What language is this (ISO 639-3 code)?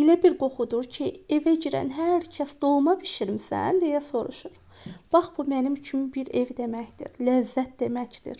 aze